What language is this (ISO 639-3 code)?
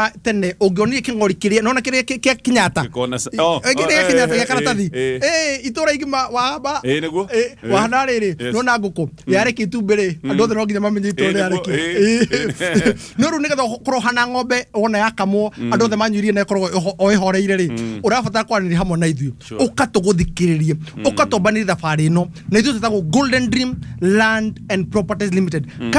kik